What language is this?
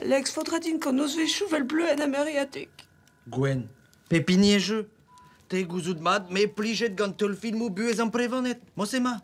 Breton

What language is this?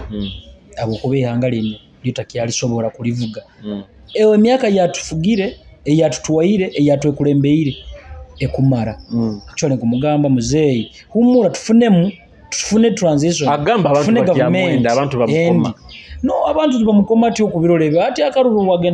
Nyoro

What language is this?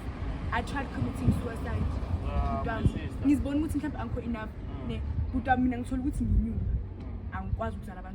Zulu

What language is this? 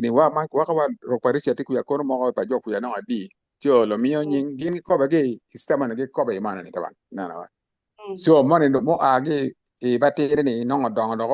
Acoli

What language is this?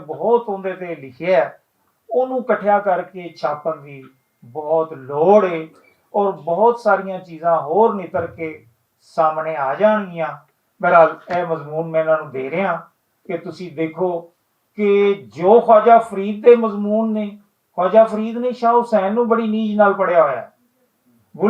Western Panjabi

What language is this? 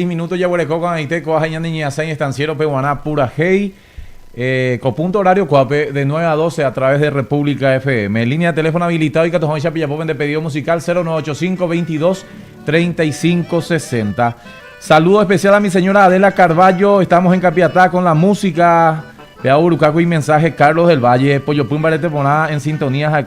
Guarani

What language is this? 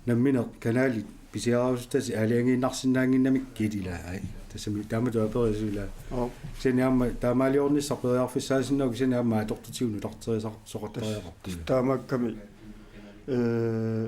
Kalaallisut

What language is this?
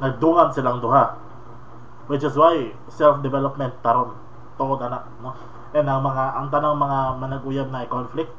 Cebuano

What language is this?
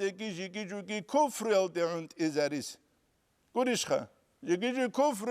Avaric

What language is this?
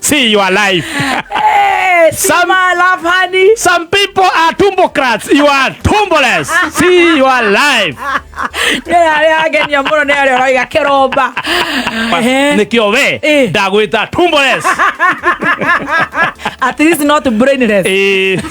Kikuyu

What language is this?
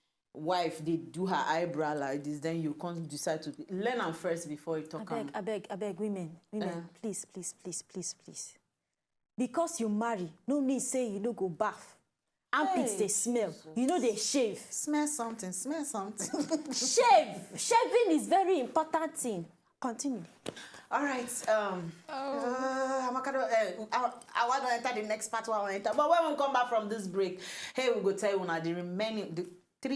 Nigerian Pidgin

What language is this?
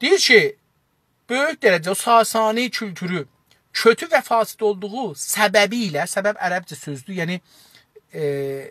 South Azerbaijani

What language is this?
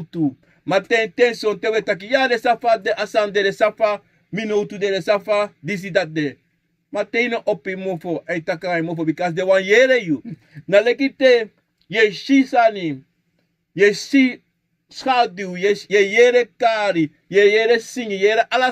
Sranan Tongo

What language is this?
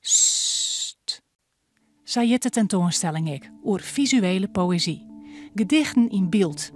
Western Frisian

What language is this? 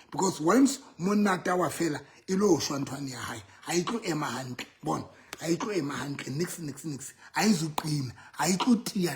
Southern Sotho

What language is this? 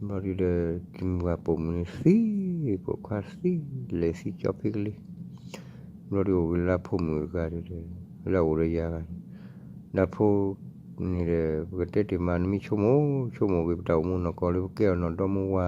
S'gaw Karen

